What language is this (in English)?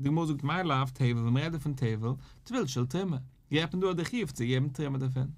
Yiddish